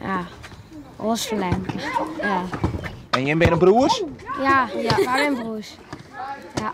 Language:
Western Frisian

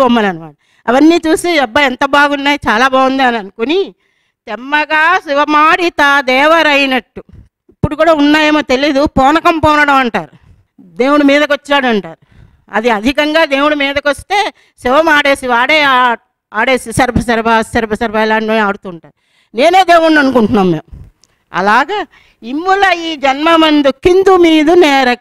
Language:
Telugu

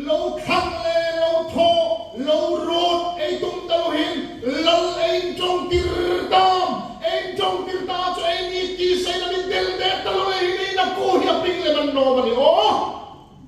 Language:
Hmar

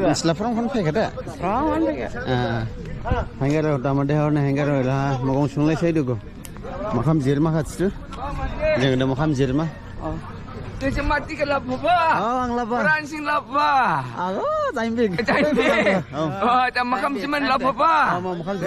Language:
Dimasa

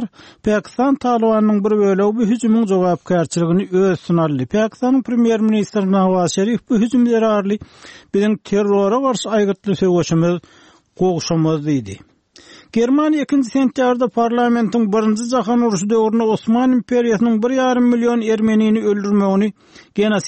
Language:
Turkmen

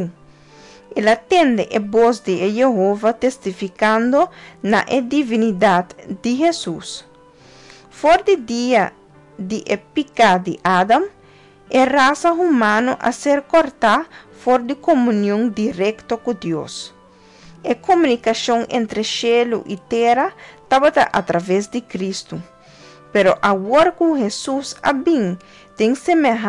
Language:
Papiamento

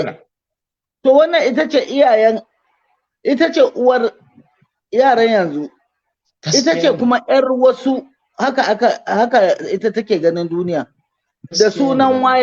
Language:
Hausa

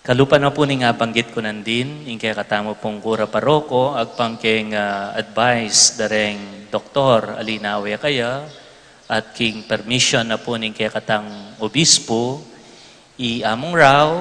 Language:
Pampanga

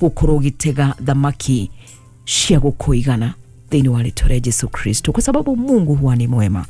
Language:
Kikuyu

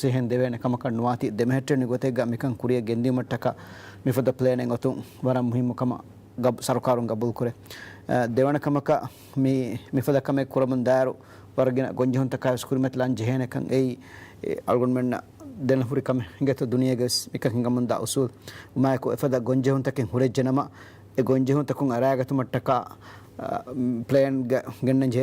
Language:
Divehi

